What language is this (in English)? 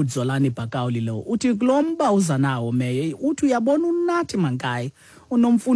Xhosa